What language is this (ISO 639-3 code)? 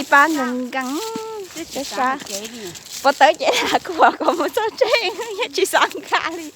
hmn